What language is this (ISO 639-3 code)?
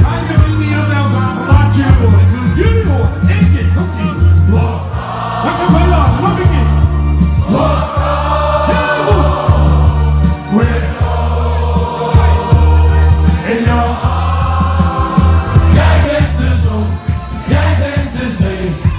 nld